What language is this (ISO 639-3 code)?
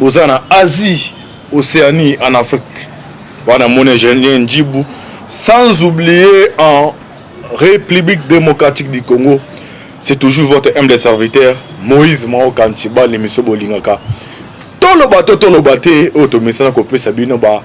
lin